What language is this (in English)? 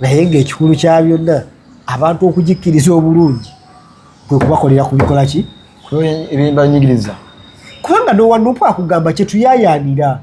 Ganda